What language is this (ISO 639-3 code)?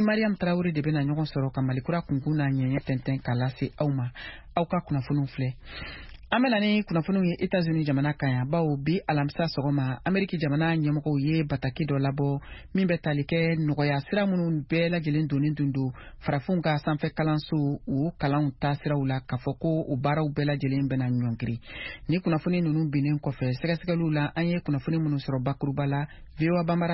bam